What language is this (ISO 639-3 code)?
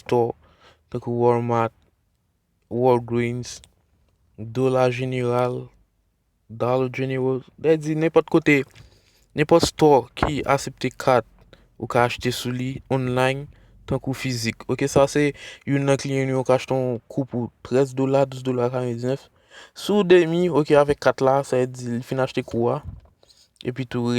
hat